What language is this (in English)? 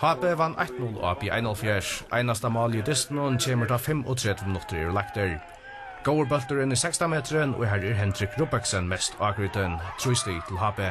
Faroese